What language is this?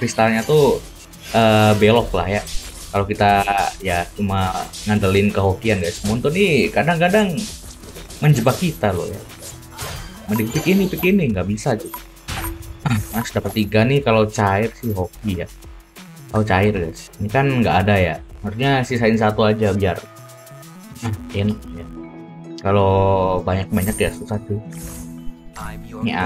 Indonesian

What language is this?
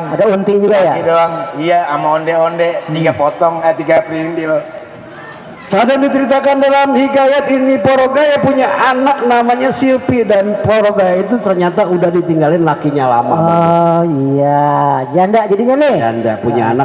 Betawi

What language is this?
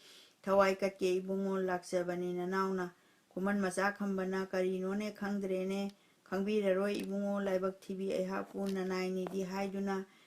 Manipuri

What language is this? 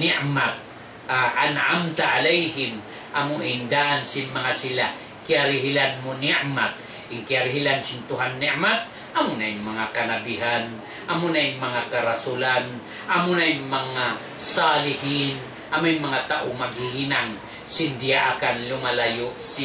Tausug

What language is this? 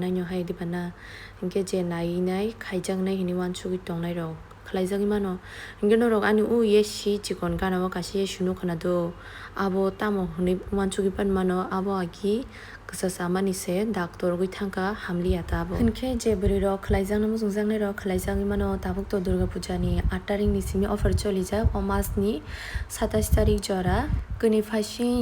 Kok Borok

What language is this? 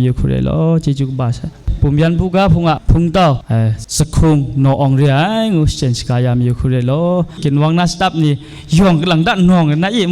Kachin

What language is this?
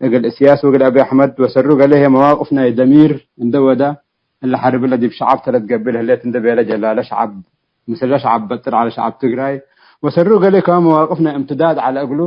Tigre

